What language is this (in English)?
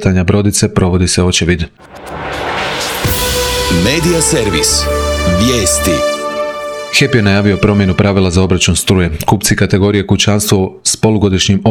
Croatian